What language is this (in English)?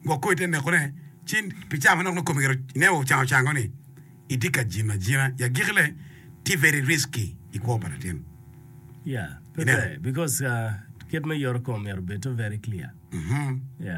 Acoli